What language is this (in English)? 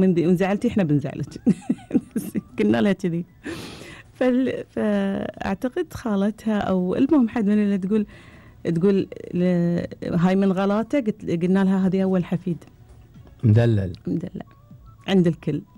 Gulf Arabic